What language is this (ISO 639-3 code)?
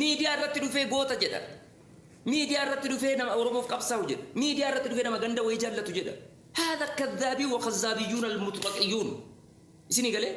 orm